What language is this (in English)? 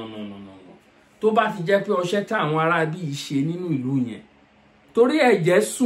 Yoruba